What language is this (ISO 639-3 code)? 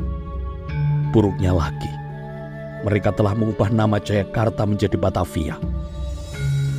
ind